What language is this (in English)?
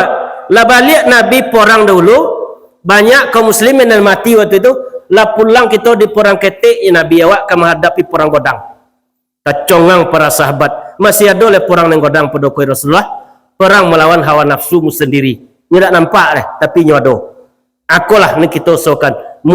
Minangkabau